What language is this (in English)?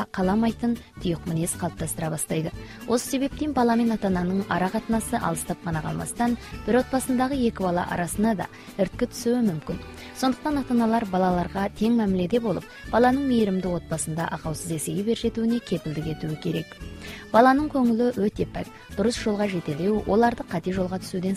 Kazakh